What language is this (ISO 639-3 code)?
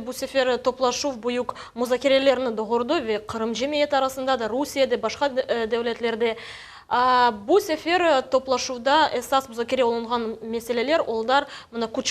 crh